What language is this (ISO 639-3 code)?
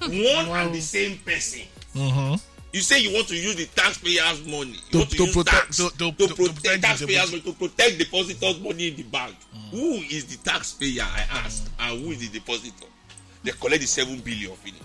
pcm